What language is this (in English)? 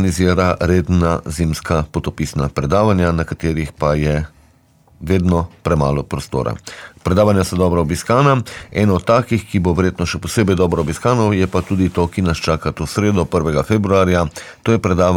Slovenian